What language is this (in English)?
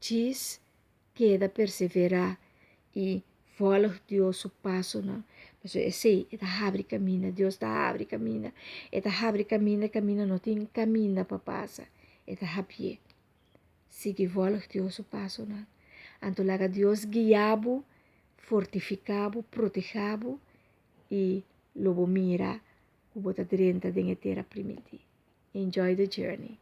Papiamento